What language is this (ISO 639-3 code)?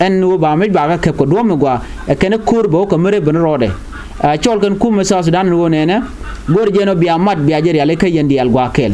nus